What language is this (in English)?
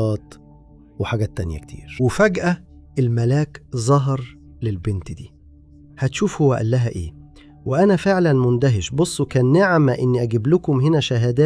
Egyptian Arabic